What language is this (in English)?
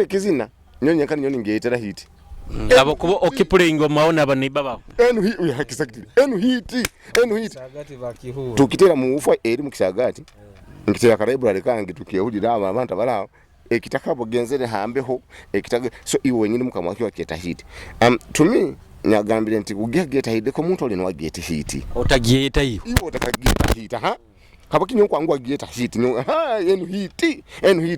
Nyoro